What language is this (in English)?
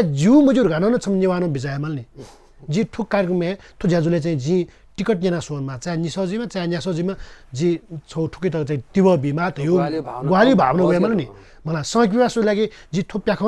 Newari